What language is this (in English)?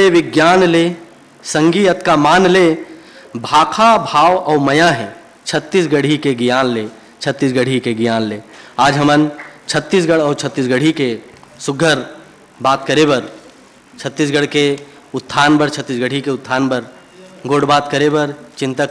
Chhattisgarhi